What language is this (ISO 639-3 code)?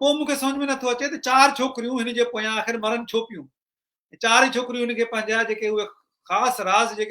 snd